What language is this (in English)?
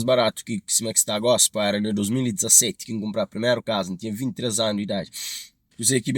Kabuverdianu